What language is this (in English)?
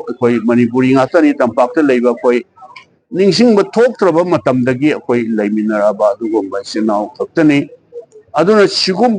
Manipuri